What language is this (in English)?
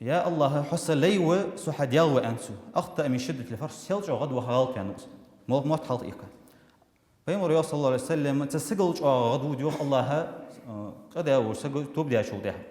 Ingush